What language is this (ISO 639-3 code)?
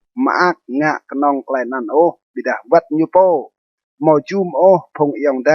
rad